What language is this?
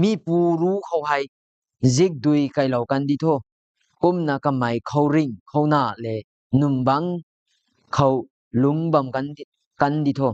Rongmei Naga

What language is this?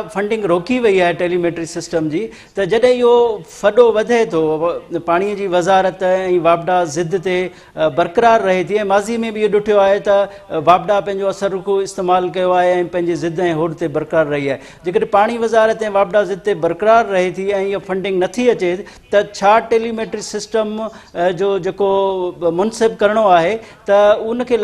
Sindhi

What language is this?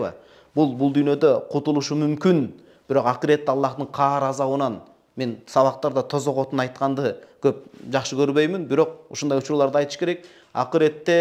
Kyrgyz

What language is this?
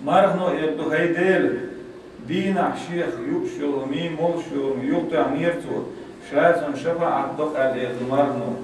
Chechen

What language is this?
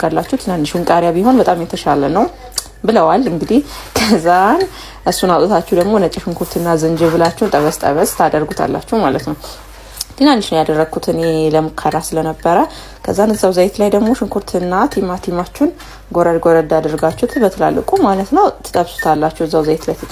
Amharic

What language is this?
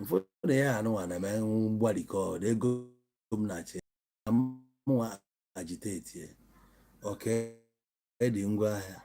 Igbo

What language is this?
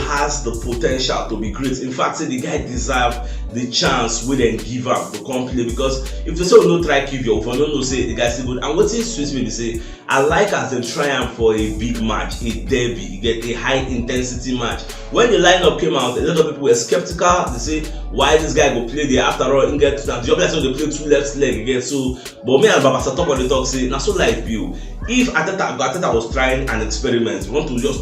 Nigerian Pidgin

